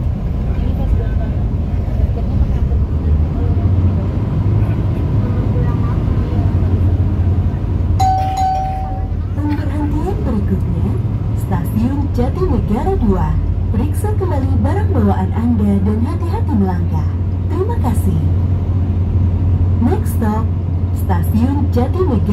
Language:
Indonesian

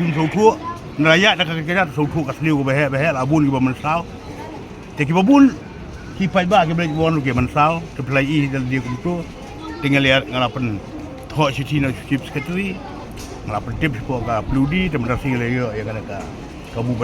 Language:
Khasi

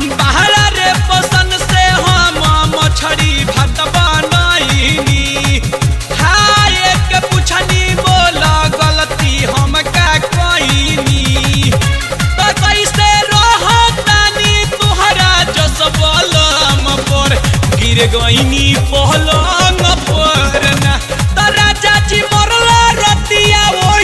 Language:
Bhojpuri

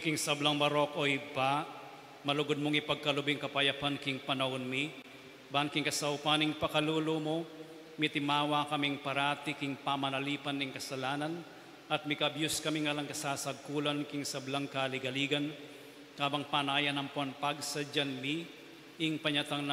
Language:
Pampanga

